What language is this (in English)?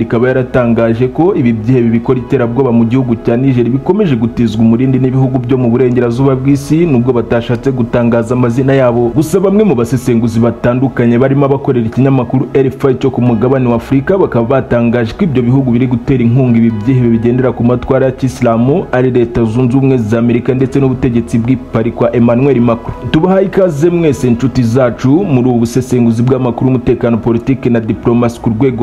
Kinyarwanda